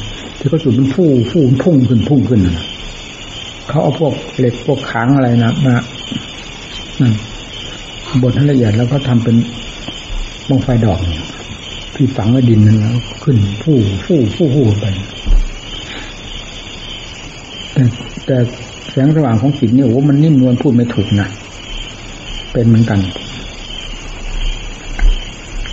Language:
Thai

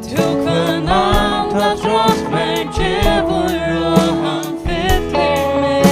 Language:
Faroese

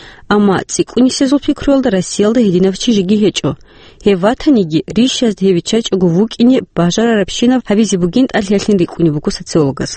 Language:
Avaric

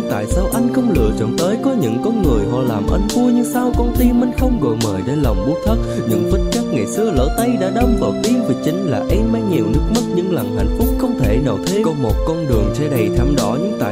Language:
Vietnamese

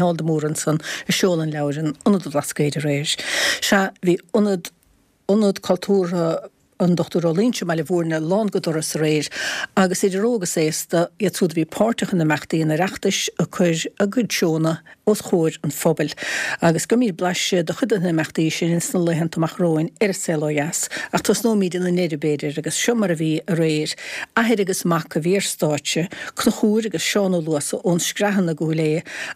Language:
Irish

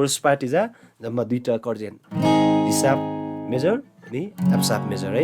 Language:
Eastern Tamang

